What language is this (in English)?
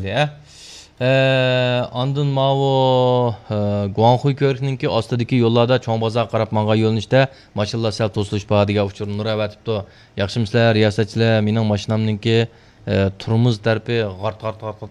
Uyghur